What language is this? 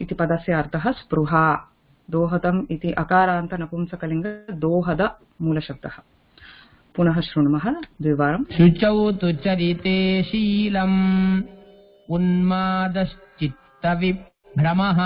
Sanskrit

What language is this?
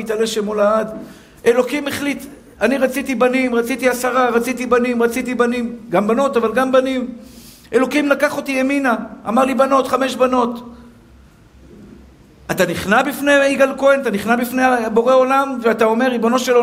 Hebrew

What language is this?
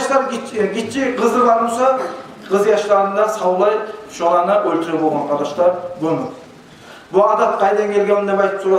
Kumyk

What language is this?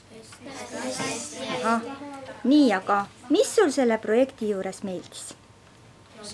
Estonian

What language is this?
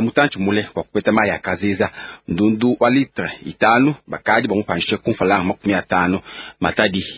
Luba-Lulua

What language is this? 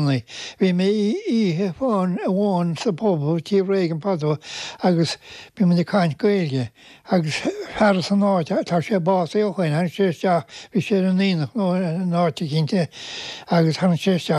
Irish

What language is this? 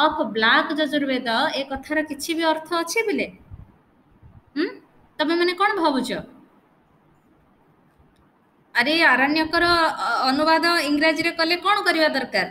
Odia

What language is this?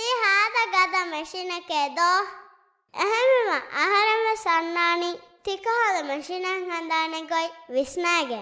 Divehi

